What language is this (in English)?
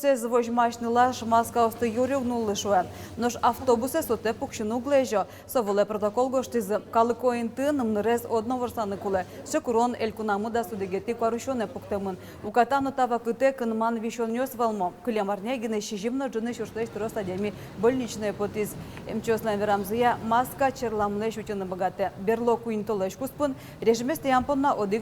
Udmurt